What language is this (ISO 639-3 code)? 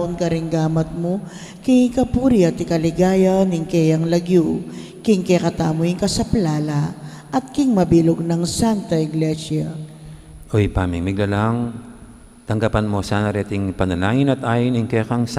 pam